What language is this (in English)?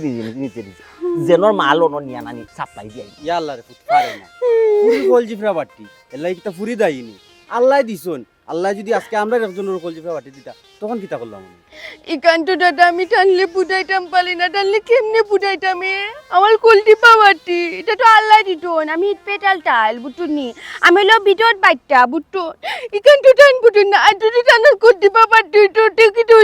Sylheti